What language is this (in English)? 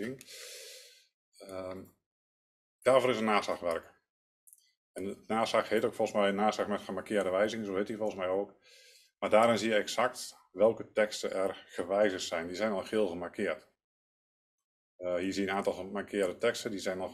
Dutch